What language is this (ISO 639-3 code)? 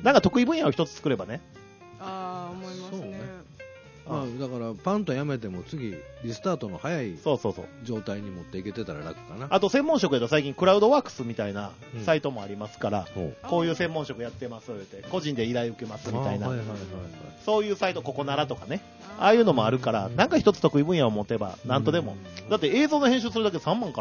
jpn